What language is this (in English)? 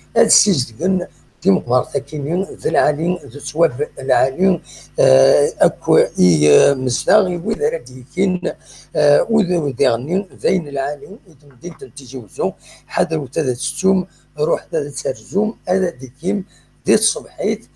Kabyle